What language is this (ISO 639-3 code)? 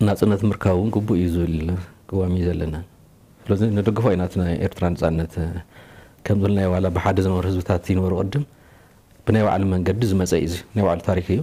tir